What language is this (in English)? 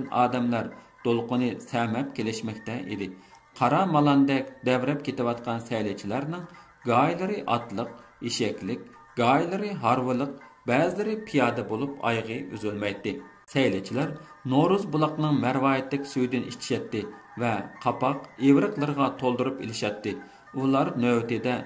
Uyghur